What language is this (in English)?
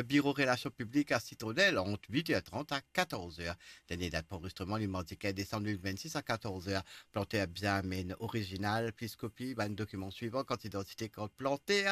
Morisyen